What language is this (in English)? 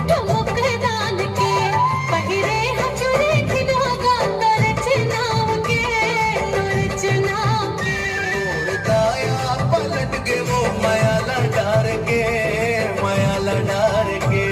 Chhattisgarhi